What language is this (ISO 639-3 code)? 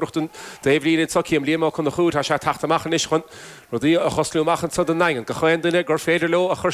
gle